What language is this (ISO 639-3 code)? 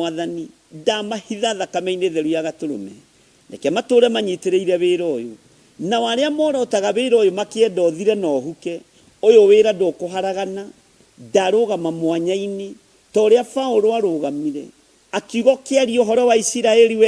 kik